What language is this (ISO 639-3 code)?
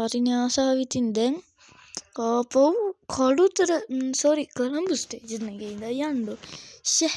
sin